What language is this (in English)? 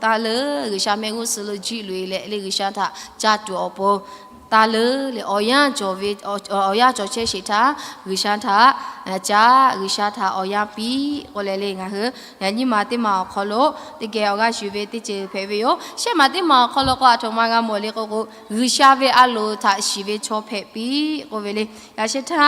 Lahu